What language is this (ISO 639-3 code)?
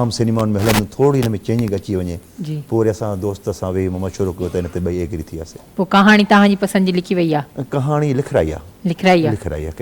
snd